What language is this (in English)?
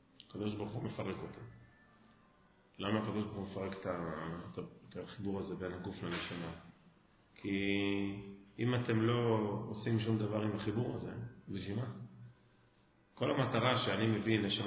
Hebrew